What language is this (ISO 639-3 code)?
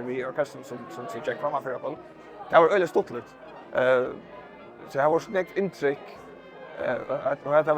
fao